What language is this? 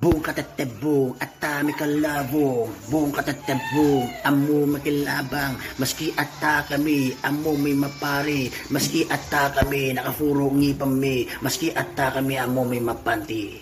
Itawit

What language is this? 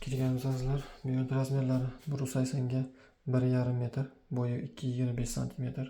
Uzbek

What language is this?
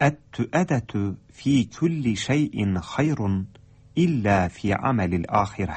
Tatar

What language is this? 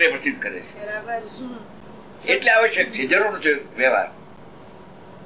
Gujarati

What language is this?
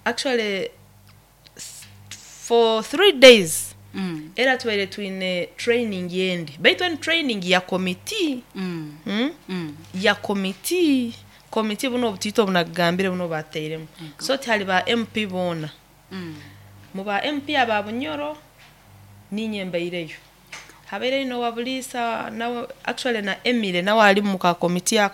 Nyoro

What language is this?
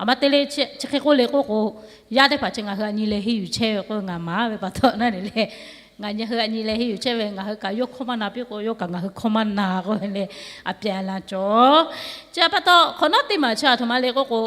Lahu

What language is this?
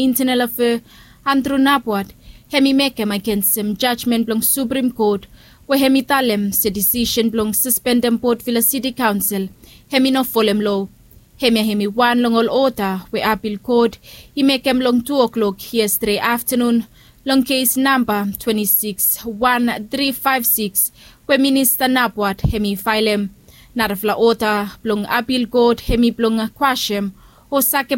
Bislama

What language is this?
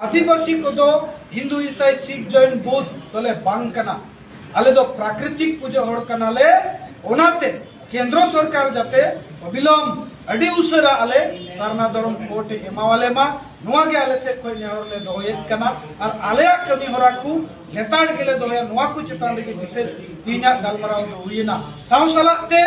Santali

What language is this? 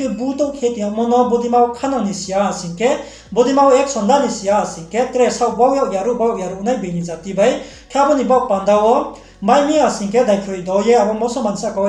Riang (India)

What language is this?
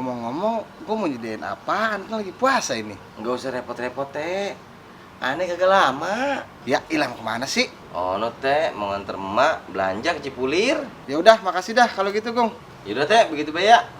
Betawi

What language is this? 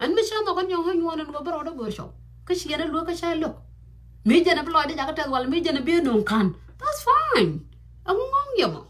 Nuer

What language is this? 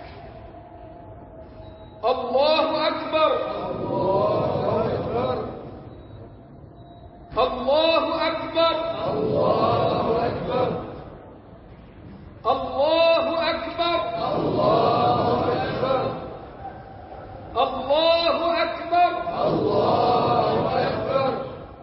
Arabic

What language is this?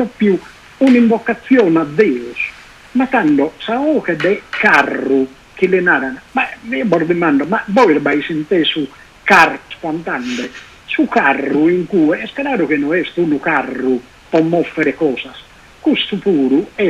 Sardinian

